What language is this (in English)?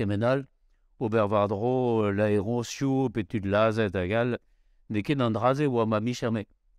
Breton